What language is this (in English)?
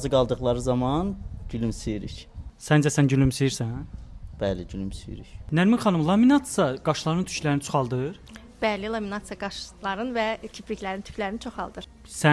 Azerbaijani